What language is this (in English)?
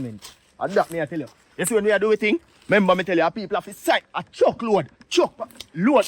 Jamaican Creole English